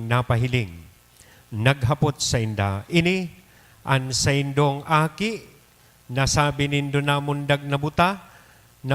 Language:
Bikol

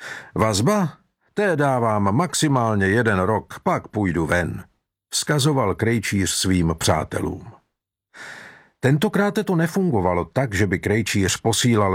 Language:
Czech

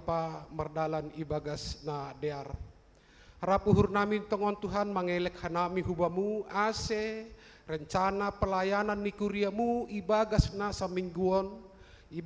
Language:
Batak Simalungun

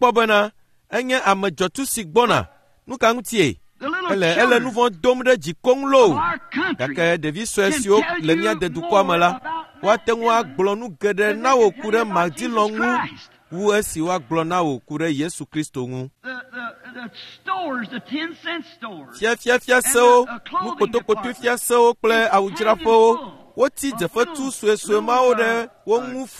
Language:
Ewe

